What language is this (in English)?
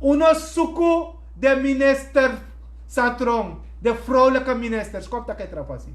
Sranan Tongo